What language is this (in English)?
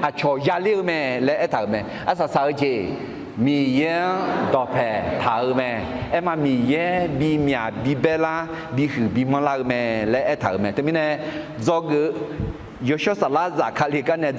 Akha